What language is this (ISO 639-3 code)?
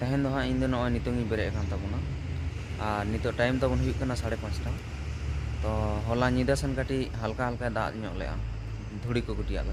sat